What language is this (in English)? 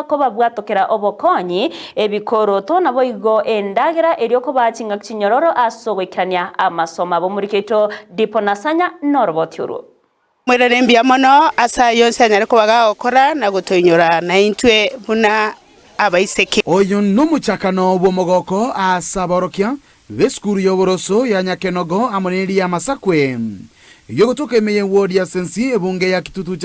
Gusii